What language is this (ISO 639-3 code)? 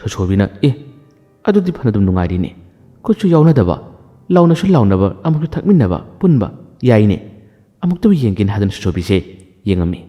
mni